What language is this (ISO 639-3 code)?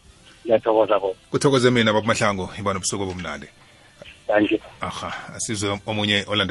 nbl